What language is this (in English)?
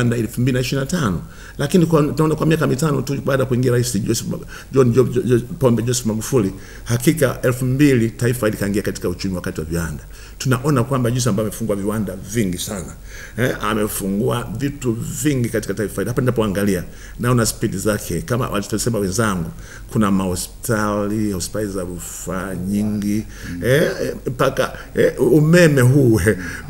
Swahili